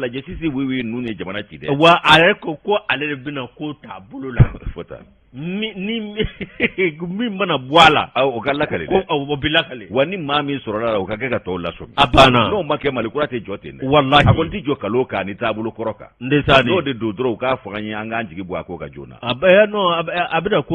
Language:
Bambara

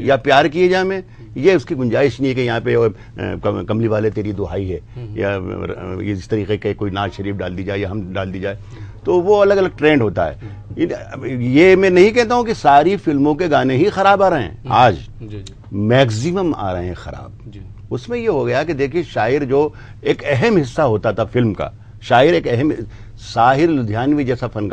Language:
Urdu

